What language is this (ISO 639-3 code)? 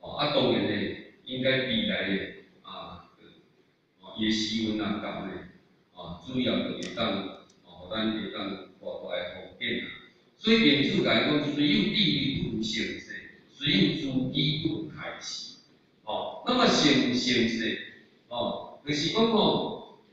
nan